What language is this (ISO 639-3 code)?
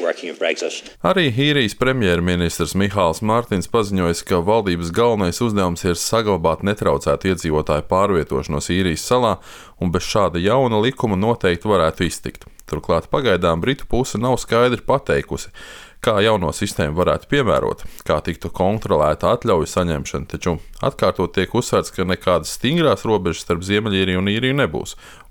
lav